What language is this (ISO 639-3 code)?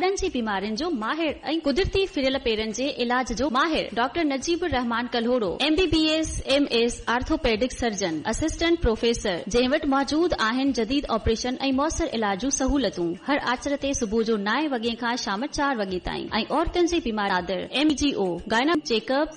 snd